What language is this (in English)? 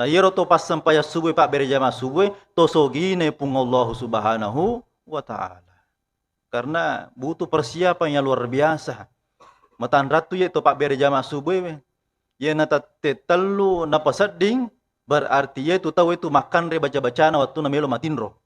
Buginese